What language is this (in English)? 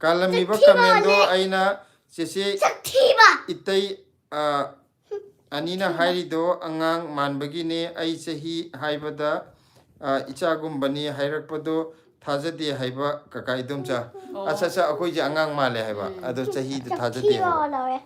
Manipuri